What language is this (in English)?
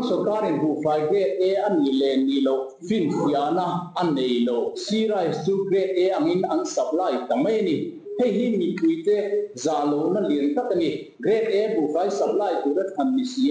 Mizo